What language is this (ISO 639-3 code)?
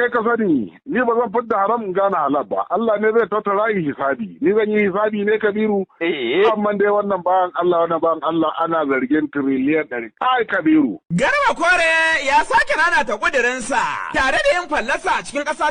hau